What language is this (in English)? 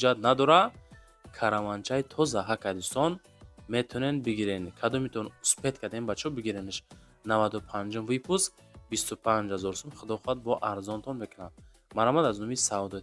Tajik